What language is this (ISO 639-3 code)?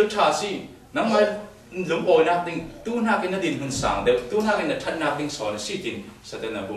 cfm